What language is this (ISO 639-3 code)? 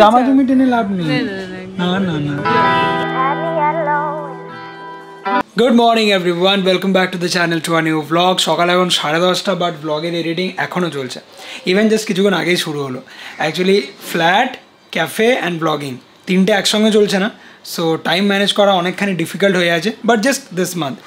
ben